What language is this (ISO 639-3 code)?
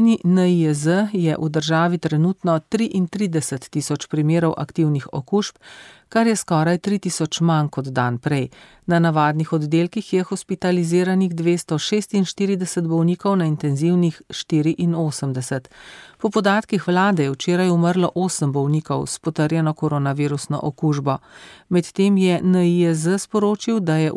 slv